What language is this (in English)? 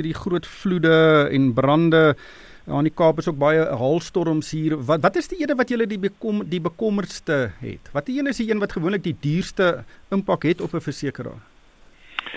Afrikaans